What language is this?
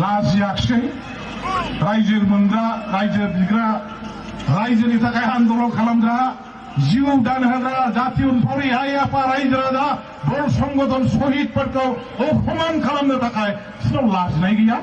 Bodo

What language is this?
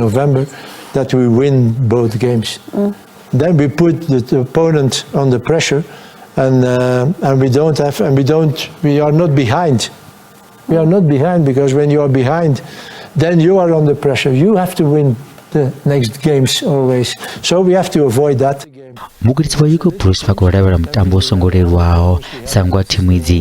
Venda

